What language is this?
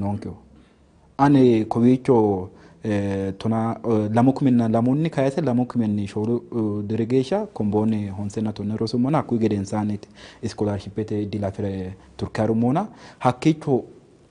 Sidamo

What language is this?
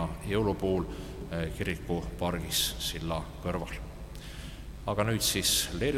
Estonian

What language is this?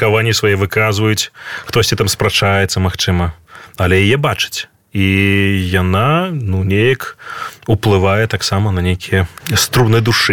Belarusian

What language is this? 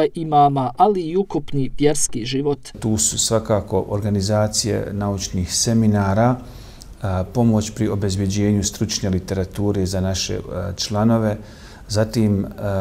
Bosnian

